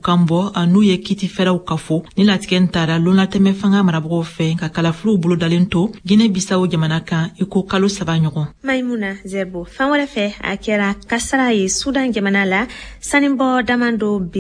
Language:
Bambara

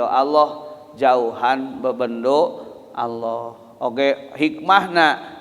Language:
Sundanese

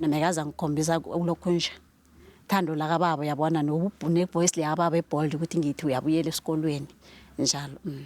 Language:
Zulu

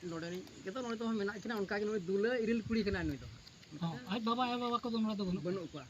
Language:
Santali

